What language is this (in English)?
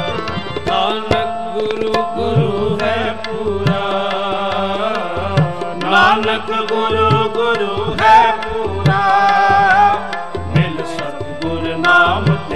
Punjabi